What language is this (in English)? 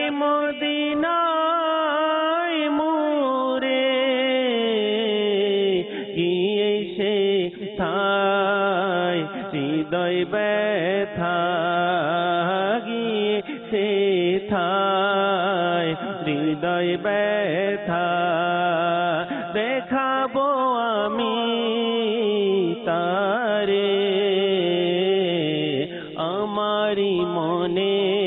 Bangla